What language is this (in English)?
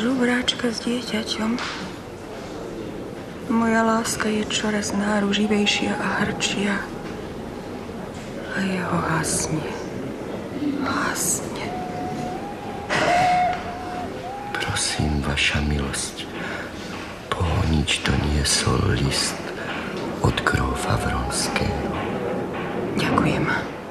Slovak